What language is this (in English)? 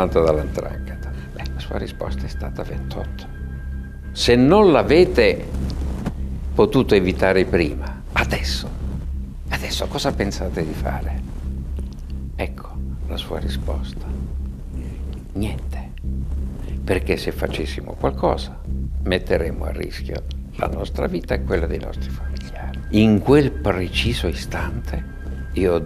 Italian